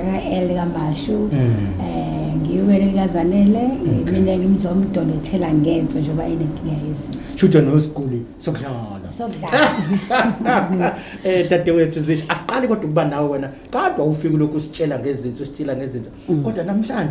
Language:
Zulu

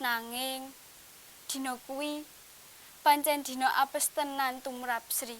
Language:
Javanese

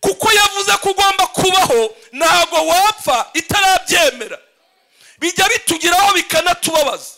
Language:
Kinyarwanda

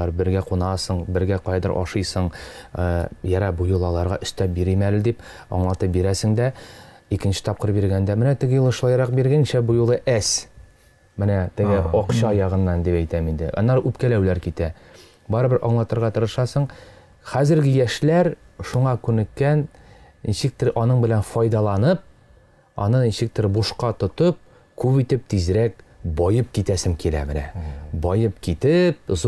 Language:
Tatar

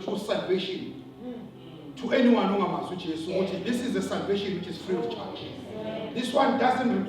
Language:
Zulu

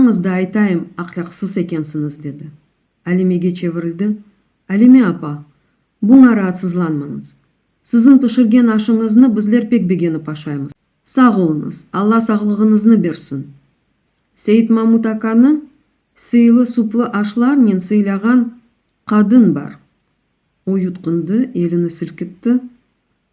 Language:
Crimean Tatar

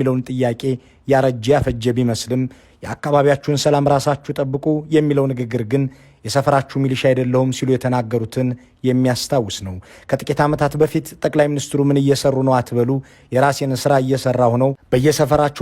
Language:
Amharic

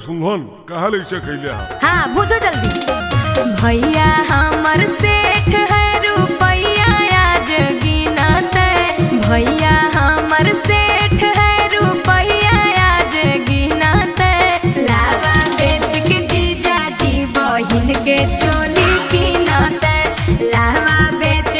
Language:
Magahi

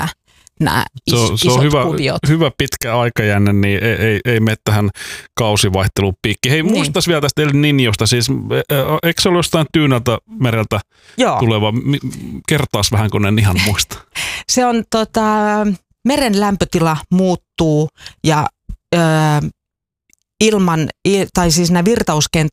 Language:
Finnish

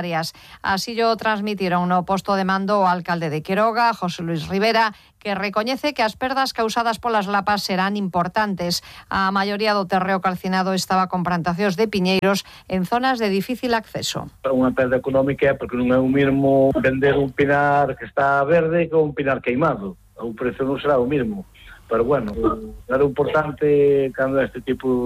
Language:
Galician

